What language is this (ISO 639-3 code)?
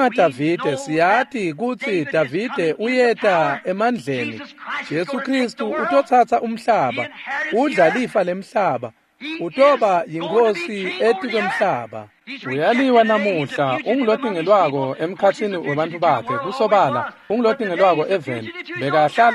ssw